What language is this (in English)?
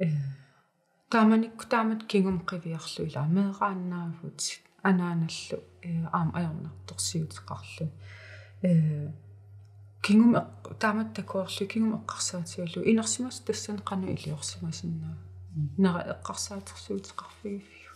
Kalaallisut